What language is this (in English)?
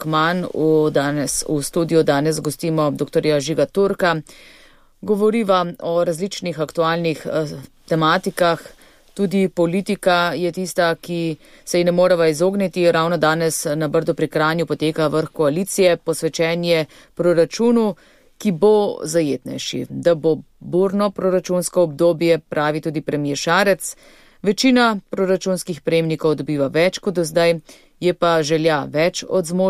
Slovenian